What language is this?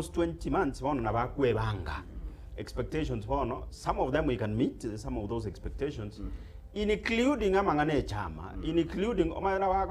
Gusii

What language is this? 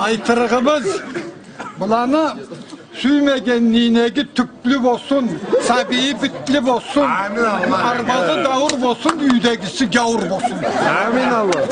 Karachay-Balkar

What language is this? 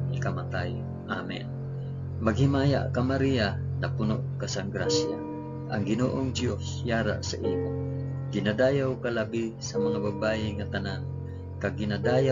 Hiligaynon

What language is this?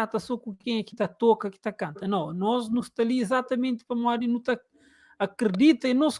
Kabuverdianu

